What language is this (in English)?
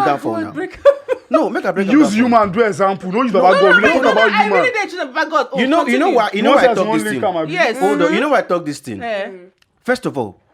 Nigerian Pidgin